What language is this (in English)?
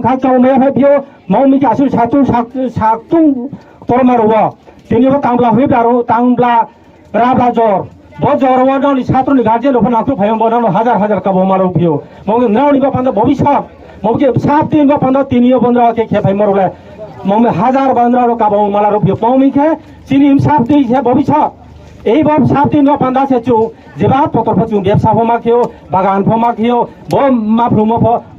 Riang (India)